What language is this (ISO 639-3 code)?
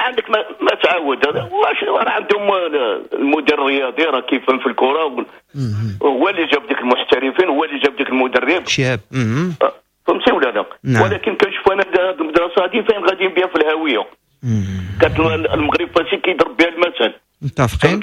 ary